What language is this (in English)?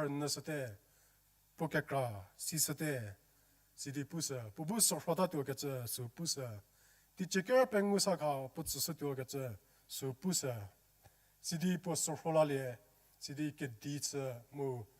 Angami Naga